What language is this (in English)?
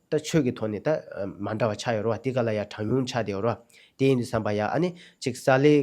Tibetan